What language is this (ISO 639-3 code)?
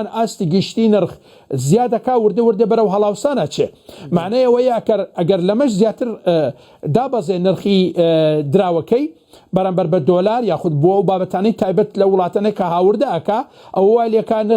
ckb